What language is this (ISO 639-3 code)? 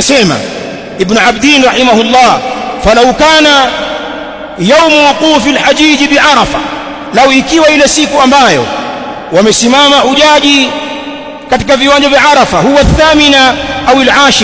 swa